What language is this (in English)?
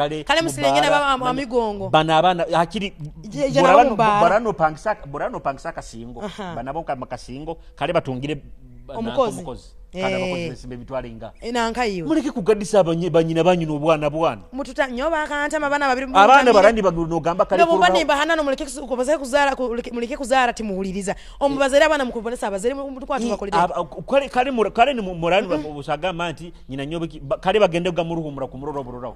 Nyoro